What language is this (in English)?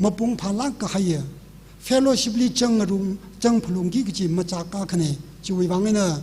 Tangkhul Naga (India)